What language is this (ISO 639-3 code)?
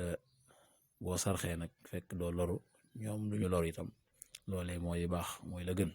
wol